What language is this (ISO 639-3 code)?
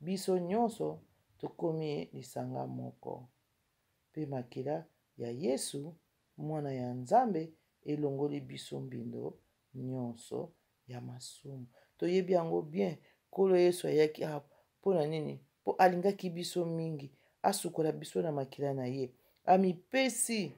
lin